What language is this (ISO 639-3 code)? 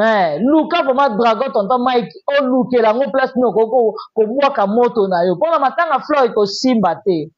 lin